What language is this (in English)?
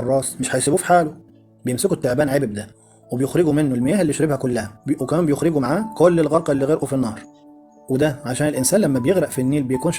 Egyptian Arabic